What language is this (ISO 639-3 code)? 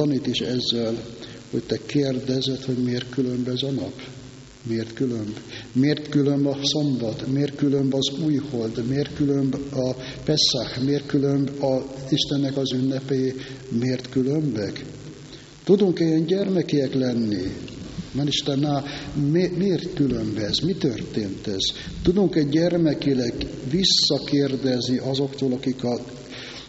hun